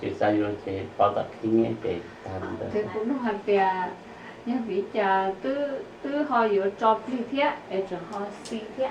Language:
Hmong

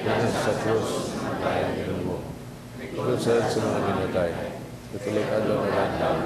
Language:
Cebuano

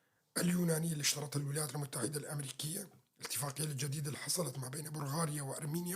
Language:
North Levantine Arabic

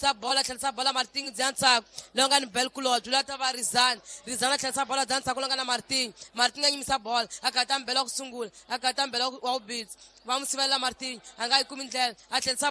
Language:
Tsonga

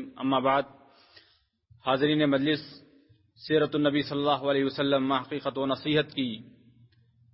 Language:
Urdu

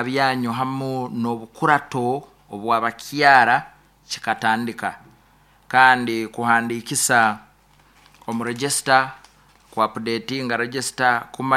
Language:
Nyoro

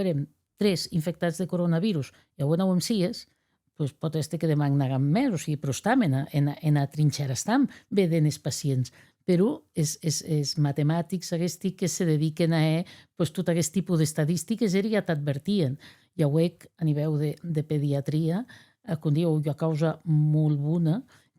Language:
Occitan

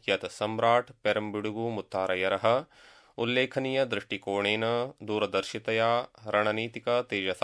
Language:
Sanskrit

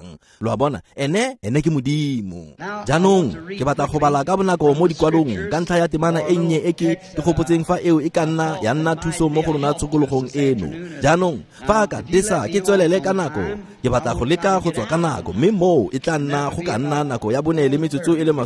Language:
Tswana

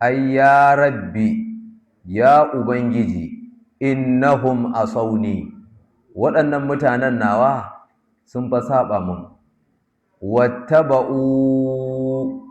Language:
Hausa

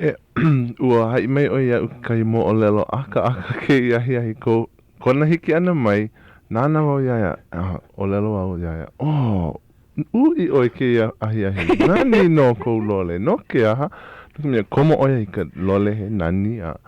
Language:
Hawaiian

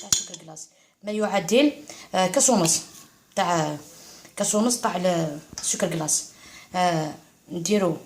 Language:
Algerian Arabic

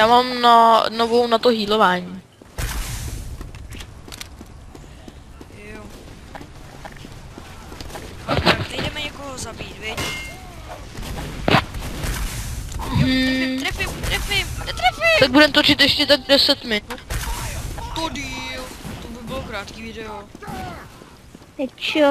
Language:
Czech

